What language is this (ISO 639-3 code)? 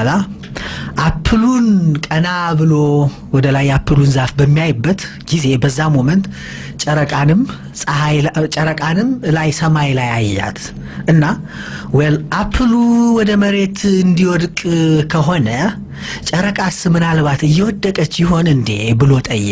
amh